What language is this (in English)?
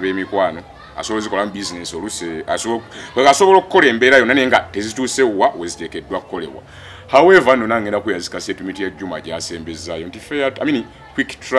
Ganda